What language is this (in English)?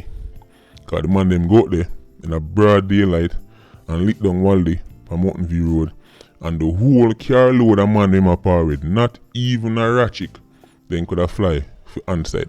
Jamaican Creole English